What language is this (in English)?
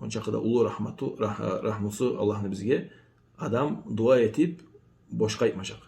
Kumyk